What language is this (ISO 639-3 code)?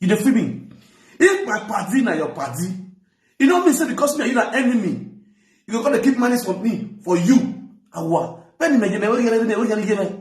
pcm